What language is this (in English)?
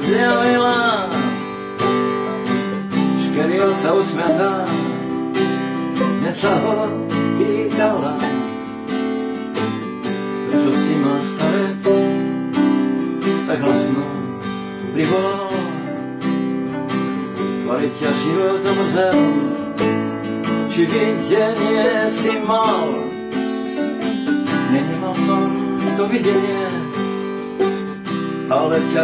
Slovak